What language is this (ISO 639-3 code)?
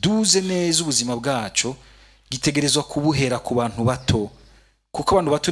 run